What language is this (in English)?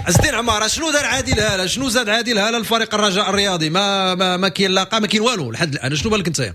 Moroccan Arabic